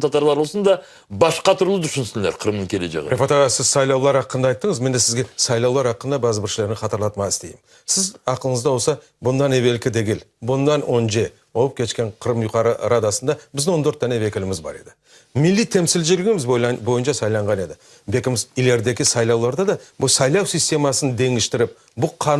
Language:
Crimean Tatar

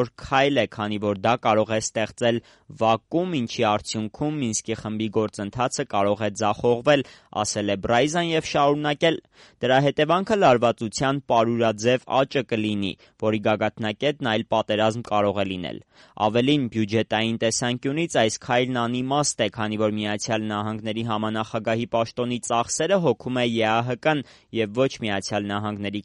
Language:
Armenian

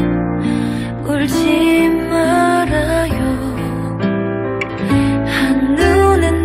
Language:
Korean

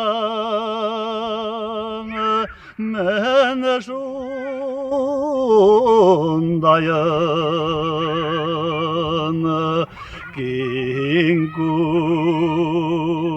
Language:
Bashkir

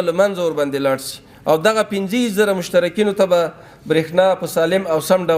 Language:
Pashto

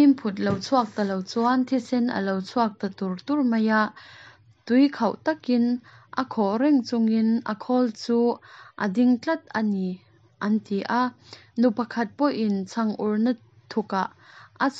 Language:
Mizo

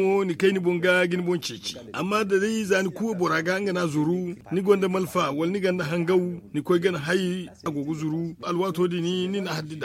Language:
Zarma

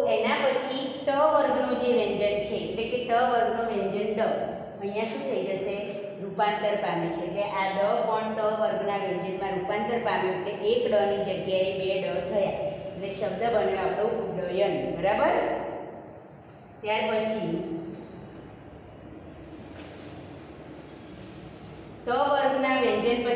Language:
Gujarati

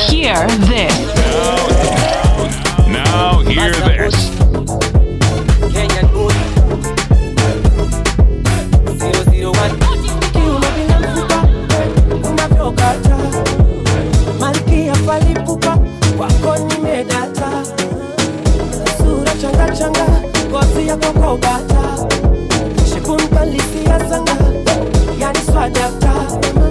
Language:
Swahili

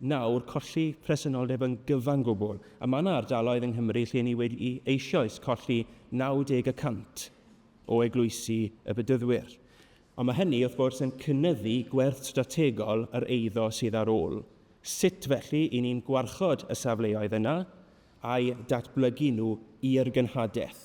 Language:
Welsh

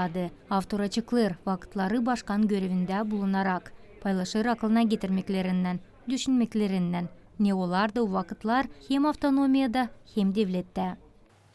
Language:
Gagauz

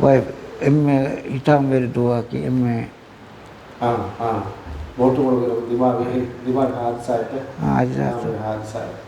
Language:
Divehi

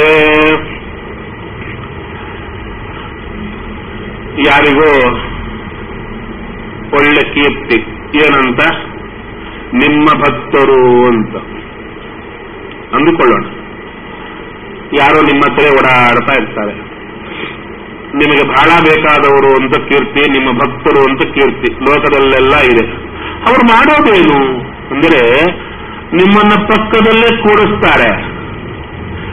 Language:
Kannada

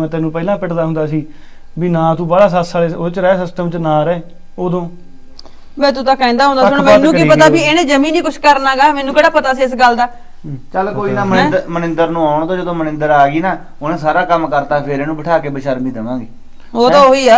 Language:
Punjabi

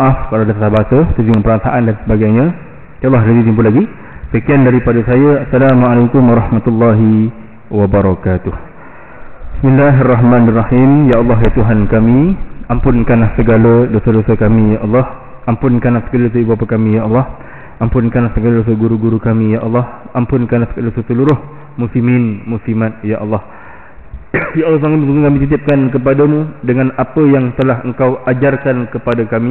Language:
Malay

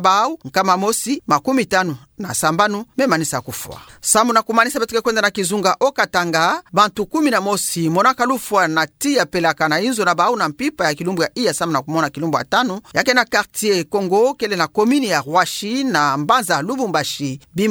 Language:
Kituba (Democratic Republic of Congo)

